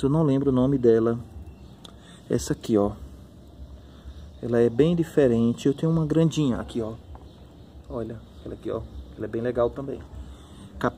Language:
Portuguese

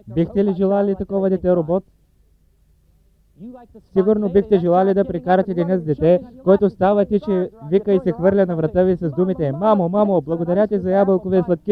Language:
Bulgarian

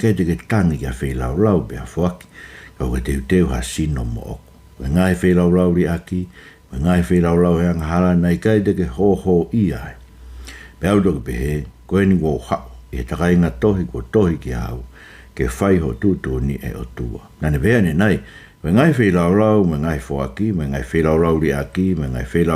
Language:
Tongan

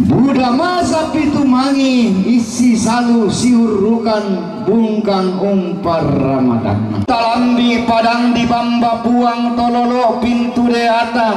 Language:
Toraja-Sa'dan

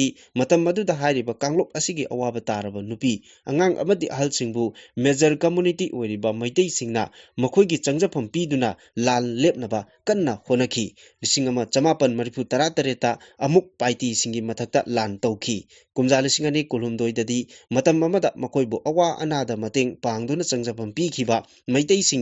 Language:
Manipuri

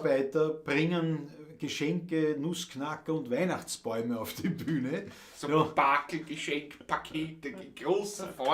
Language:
Bavarian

